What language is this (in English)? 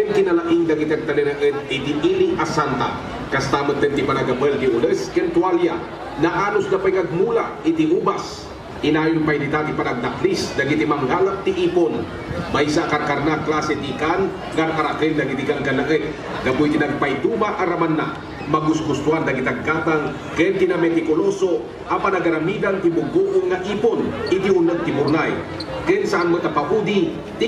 Iloko